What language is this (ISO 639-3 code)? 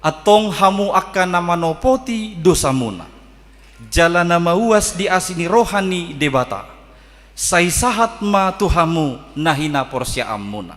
bbc